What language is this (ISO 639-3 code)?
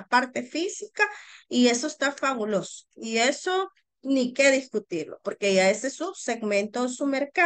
spa